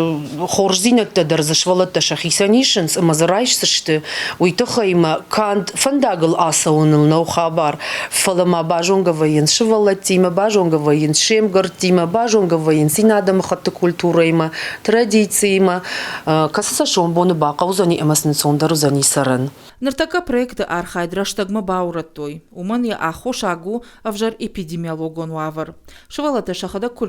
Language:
Ossetic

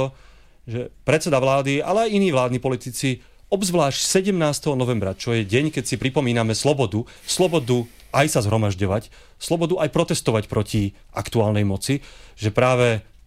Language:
Slovak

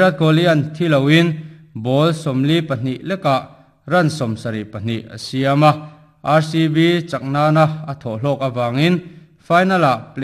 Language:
Mizo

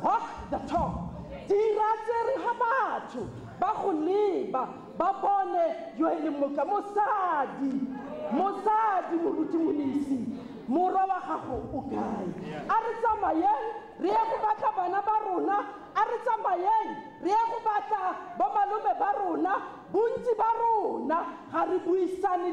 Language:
Tswana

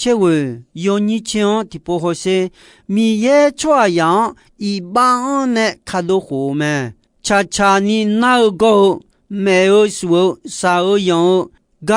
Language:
Akha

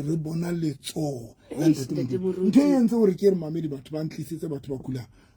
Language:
Southern Sotho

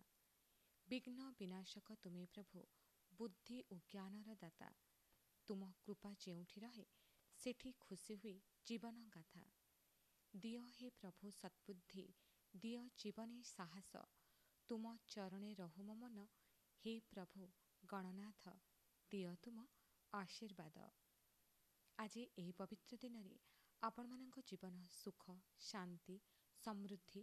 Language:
Odia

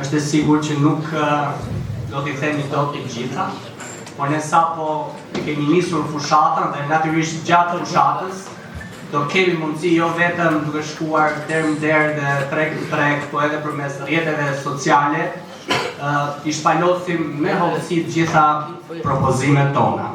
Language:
Albanian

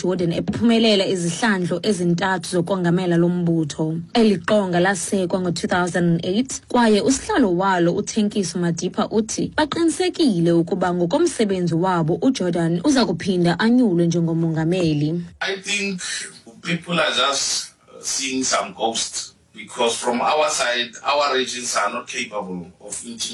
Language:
Xhosa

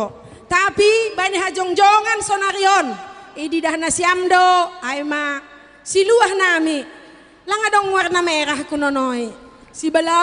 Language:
Batak Simalungun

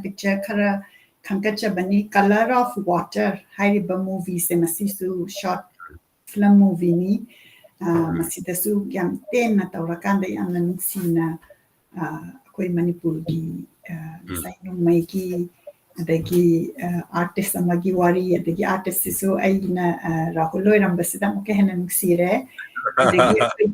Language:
Manipuri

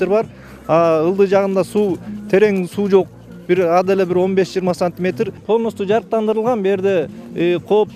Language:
Kyrgyz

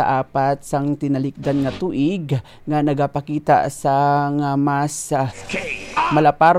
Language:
Hiligaynon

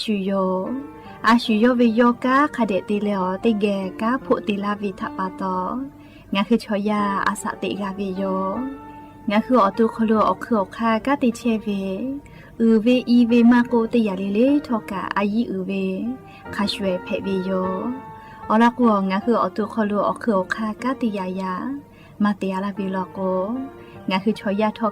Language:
Lahu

